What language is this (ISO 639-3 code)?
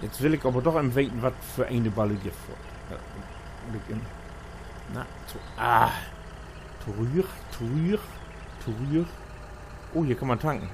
nds